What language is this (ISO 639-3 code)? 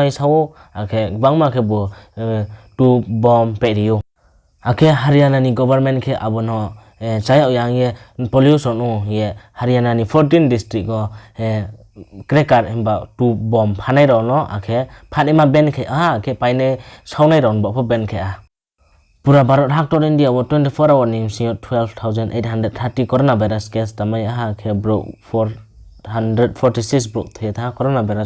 ria